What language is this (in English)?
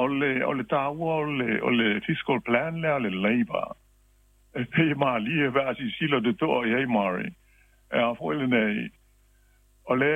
Samoan